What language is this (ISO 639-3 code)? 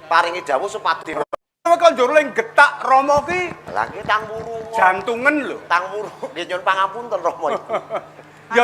jav